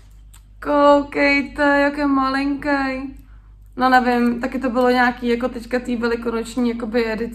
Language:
Czech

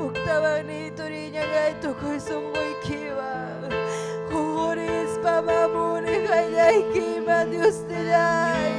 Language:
Ayacucho Quechua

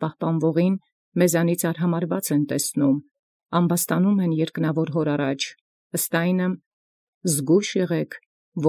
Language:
Armenian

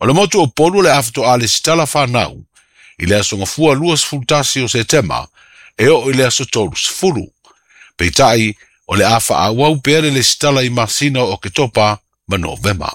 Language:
Samoan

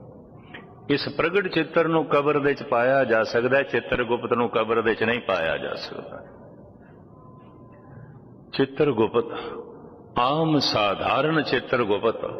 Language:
Punjabi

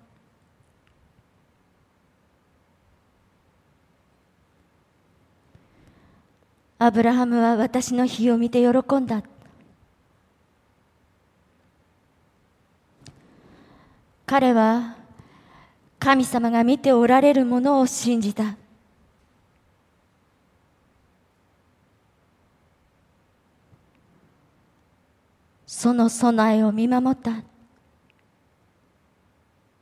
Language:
Japanese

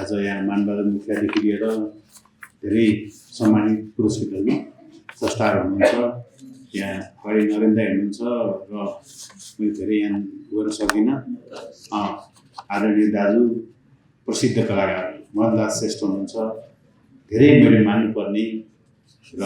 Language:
Nepali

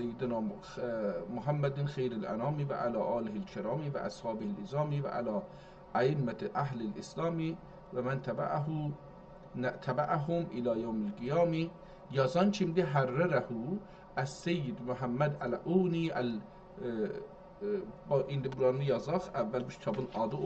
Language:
South Azerbaijani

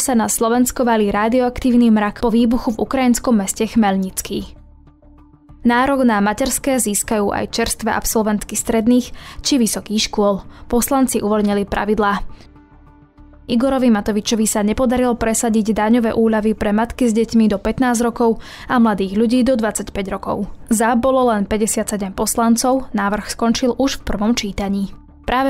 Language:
Slovak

